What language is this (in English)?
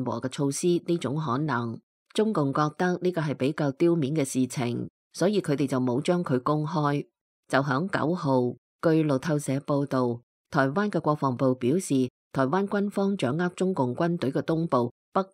Cantonese